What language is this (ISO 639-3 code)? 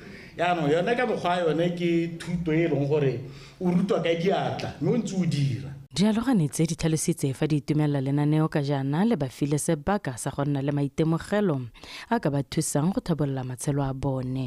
tsn